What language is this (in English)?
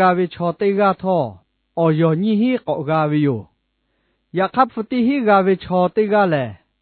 Lahu